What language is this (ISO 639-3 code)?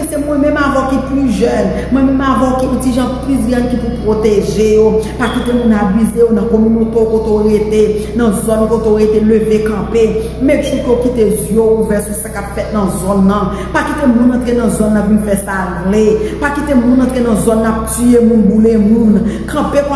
hat